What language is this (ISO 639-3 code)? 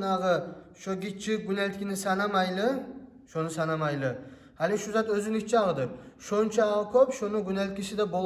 kum